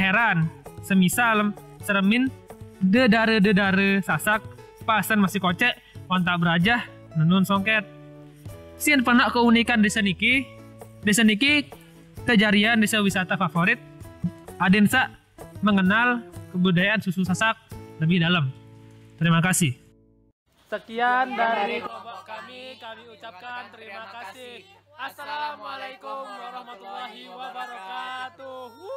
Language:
Sasak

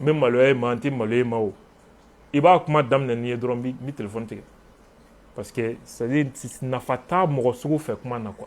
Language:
Bambara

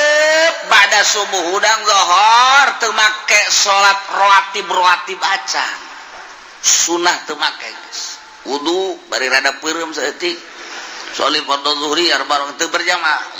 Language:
Sundanese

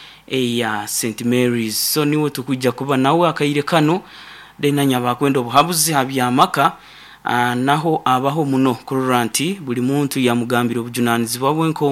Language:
Nyoro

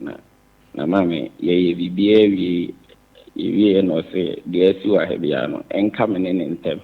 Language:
Akan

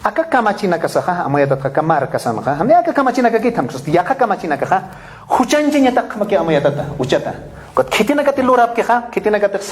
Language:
Aymara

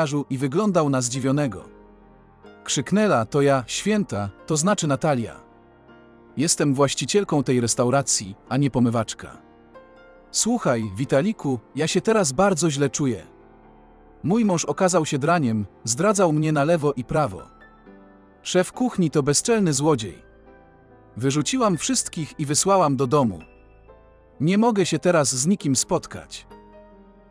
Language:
Polish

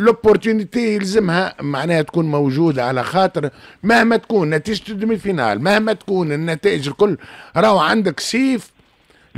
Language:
Tunisian Arabic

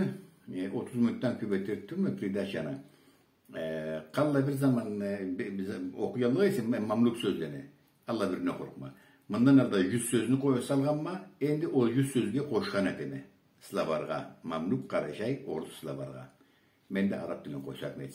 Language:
Karachay-Balkar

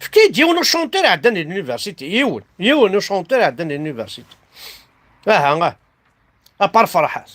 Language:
Kabyle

